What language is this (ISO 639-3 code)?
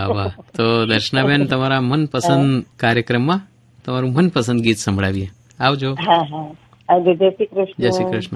guj